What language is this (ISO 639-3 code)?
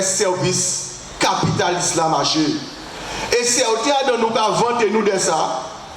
gcf